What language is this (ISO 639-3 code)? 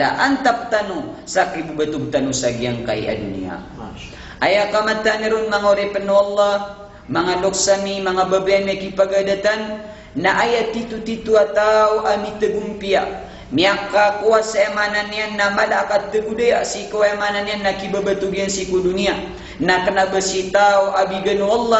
mrw